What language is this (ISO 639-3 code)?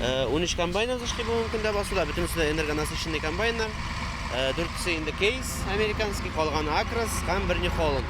tat